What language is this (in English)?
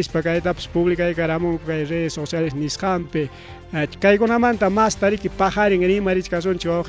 Ayacucho Quechua